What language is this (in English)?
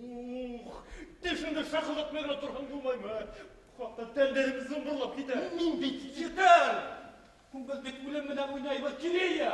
Bashkir